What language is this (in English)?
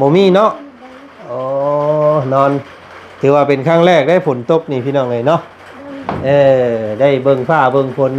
Lao